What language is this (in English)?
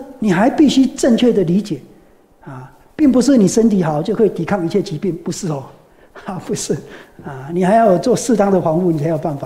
Chinese